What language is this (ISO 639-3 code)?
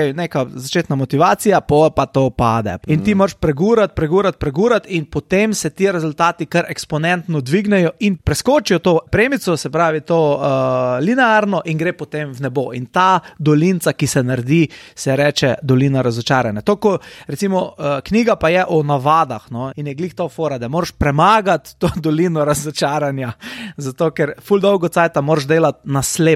slv